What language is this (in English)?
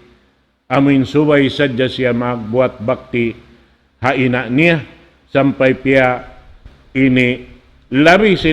Tausug